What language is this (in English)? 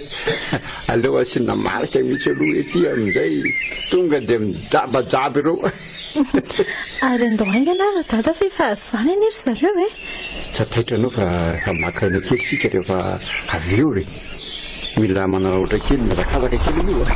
Malagasy